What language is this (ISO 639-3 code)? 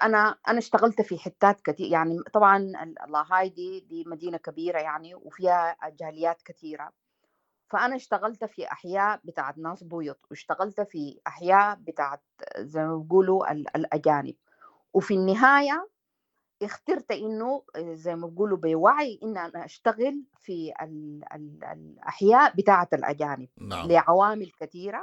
apd